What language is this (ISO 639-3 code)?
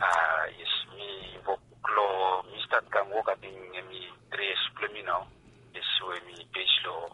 bis